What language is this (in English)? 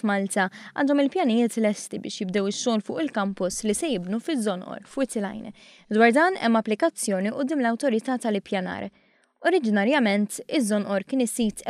Maltese